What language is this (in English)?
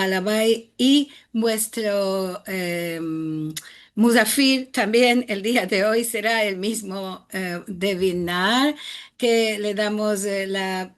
Ladino